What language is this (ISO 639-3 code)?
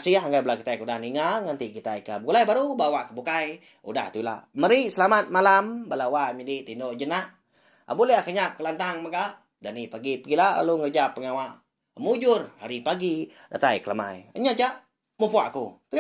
iba